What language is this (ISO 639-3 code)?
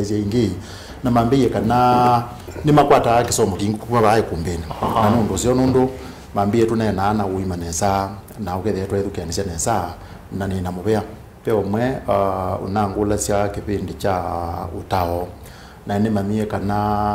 kam